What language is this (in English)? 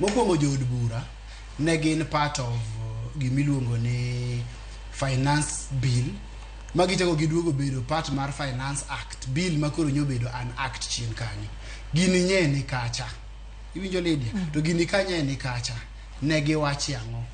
Luo (Kenya and Tanzania)